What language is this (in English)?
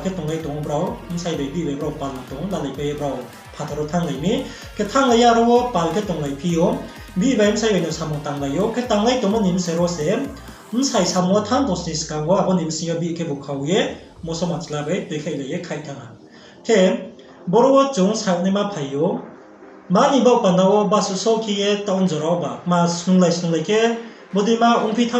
Riang (India)